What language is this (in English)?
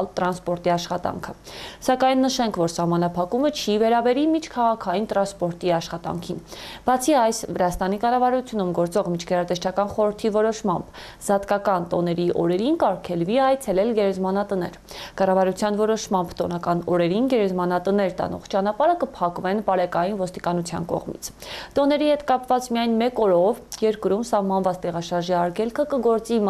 Armenian